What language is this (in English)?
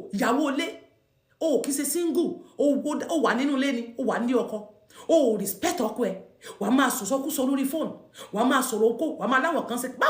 Yoruba